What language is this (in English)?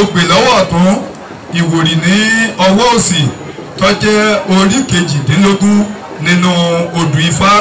Yoruba